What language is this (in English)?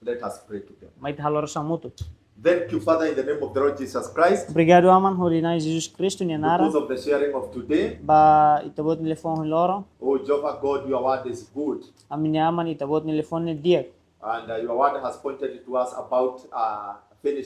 Tetum